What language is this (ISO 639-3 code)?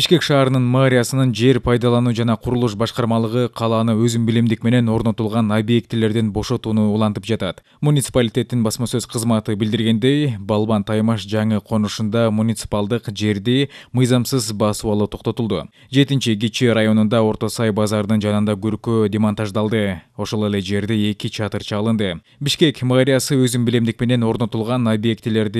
kir